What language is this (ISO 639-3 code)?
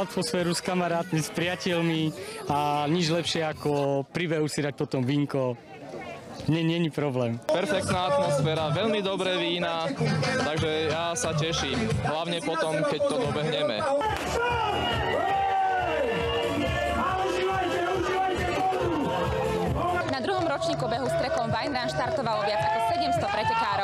slk